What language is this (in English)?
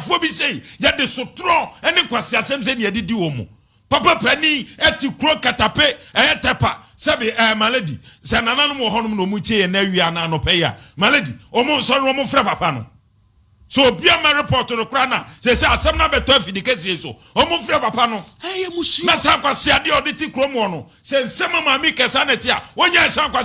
Akan